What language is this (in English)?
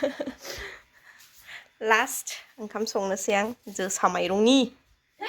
Bodo